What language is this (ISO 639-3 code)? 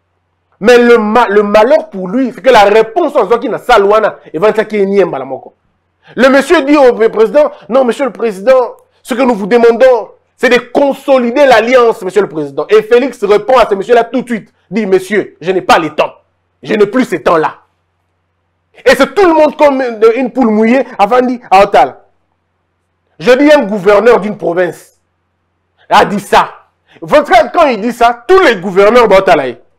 fra